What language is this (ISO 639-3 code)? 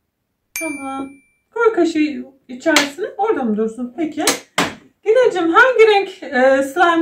tur